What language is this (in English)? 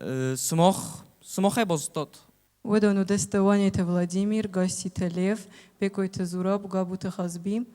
Ossetic